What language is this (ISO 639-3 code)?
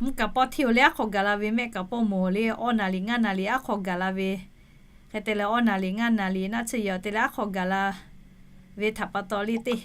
lhu